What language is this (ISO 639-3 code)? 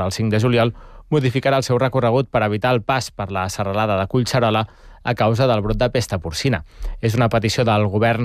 cat